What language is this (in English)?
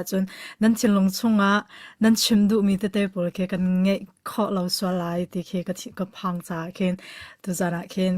Hakha Chin